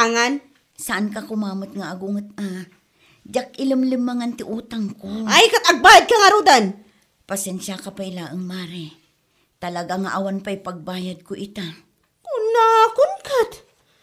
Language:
Iloko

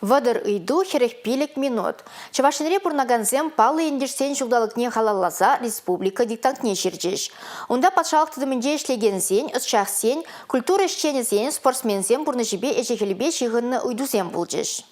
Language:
Chuvash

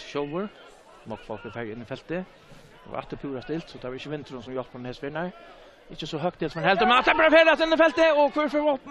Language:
Faroese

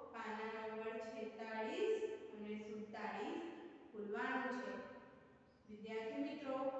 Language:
Gujarati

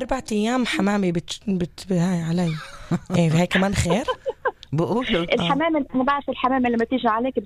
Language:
North Levantine Arabic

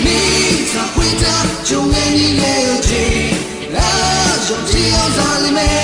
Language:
Akha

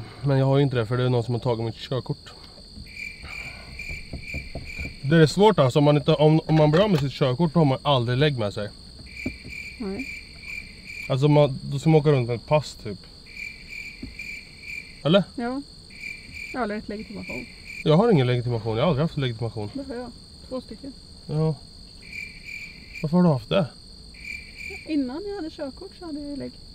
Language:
Swedish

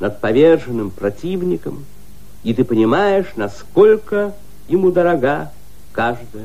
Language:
Russian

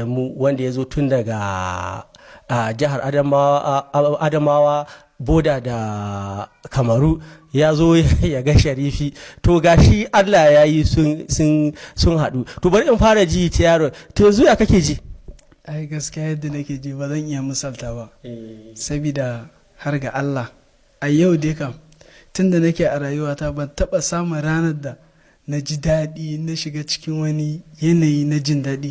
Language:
Hausa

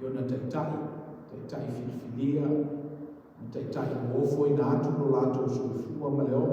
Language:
Samoan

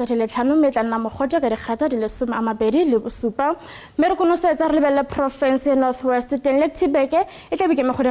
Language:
Tswana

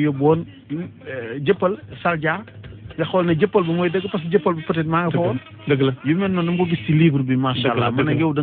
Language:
Wolof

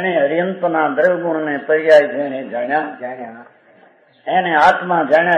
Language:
Gujarati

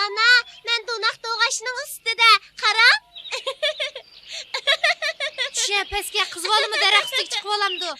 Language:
Uyghur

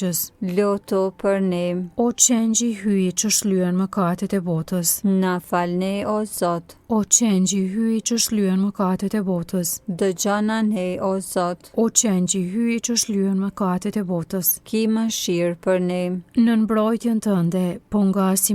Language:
Albanian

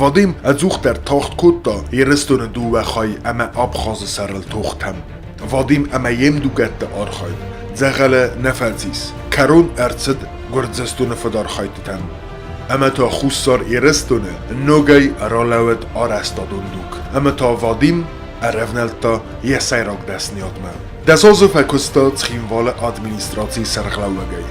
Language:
Ossetic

